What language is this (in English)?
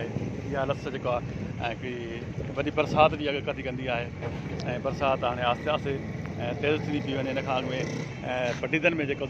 Sindhi